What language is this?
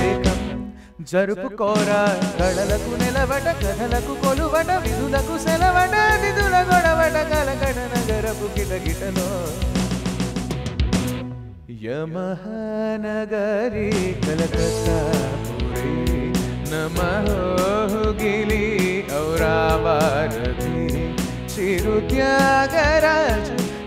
Telugu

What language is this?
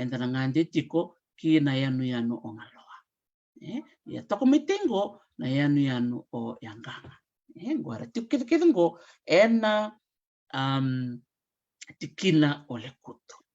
Fijian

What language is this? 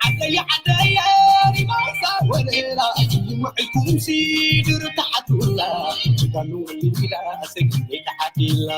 Tigrinya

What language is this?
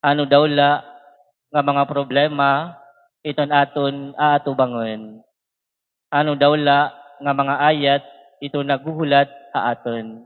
Waray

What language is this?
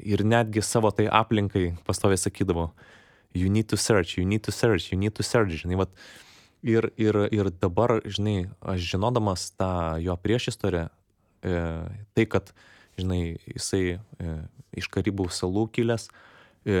Lithuanian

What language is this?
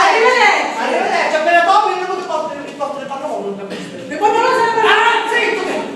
Sicilian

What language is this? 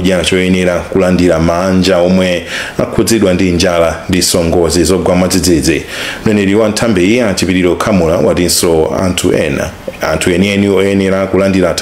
Nyanja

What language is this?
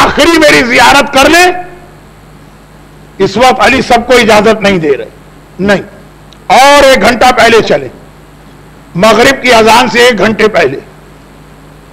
Urdu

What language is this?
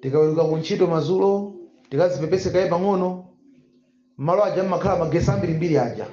Nyanja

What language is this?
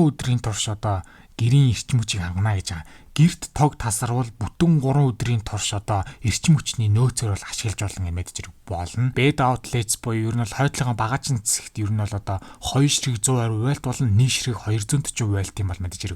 Mongolian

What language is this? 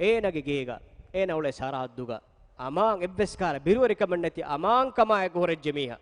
Divehi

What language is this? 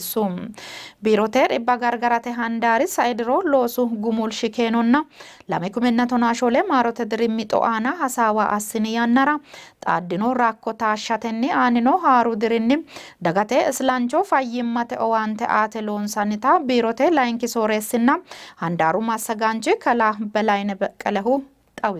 Sidamo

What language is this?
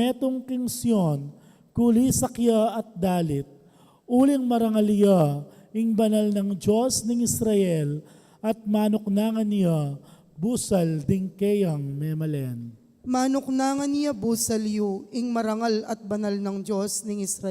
Pampanga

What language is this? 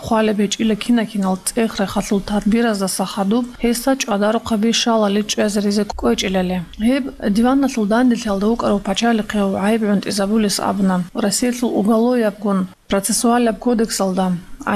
Avaric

